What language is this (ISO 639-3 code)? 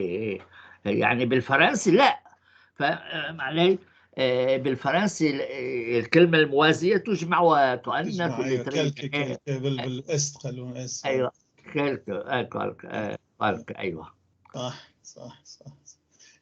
apc